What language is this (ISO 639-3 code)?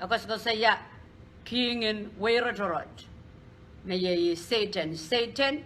pon